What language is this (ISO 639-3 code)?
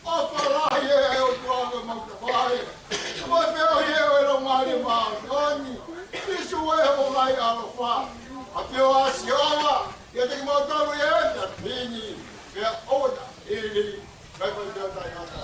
ton